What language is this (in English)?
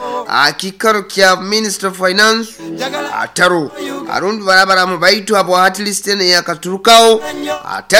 Nyoro